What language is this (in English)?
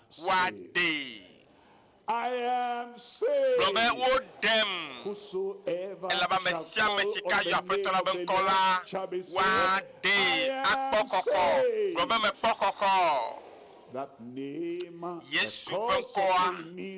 Ewe